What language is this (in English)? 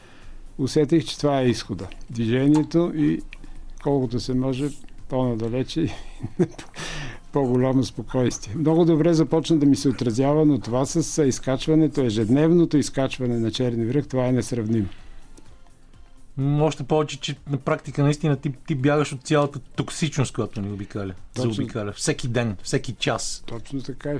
Bulgarian